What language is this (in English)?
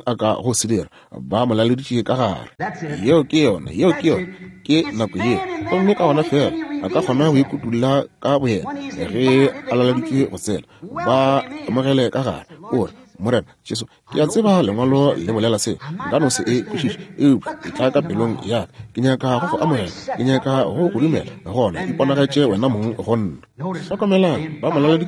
Northern Sotho